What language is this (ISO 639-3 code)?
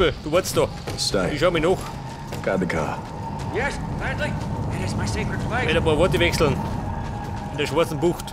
bar